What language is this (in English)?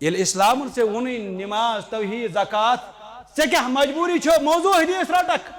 Kashmiri